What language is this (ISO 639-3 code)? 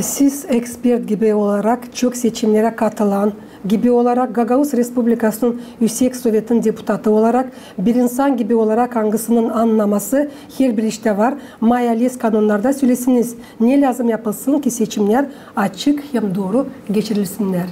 gag